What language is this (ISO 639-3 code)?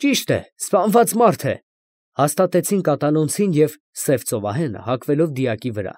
hye